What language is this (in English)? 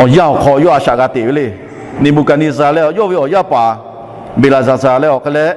Lahu